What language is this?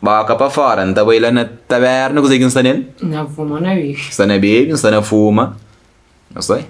Kabuverdianu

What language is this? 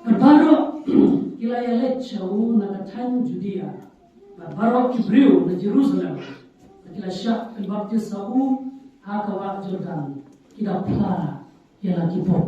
Khasi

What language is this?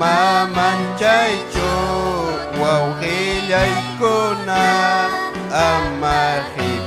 Ayacucho Quechua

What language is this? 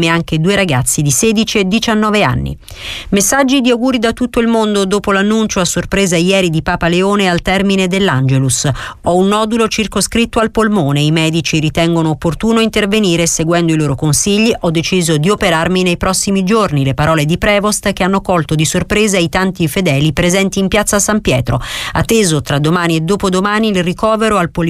Italian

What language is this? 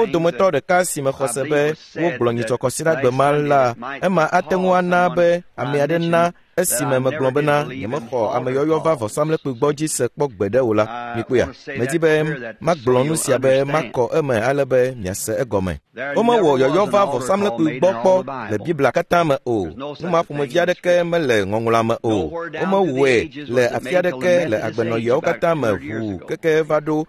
Ewe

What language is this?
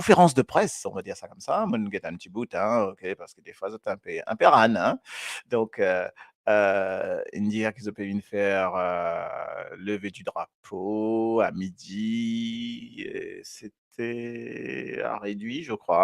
Morisyen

